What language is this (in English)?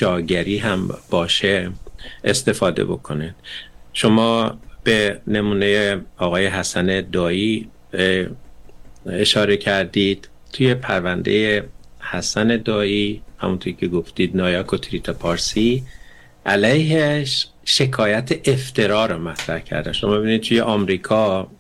Persian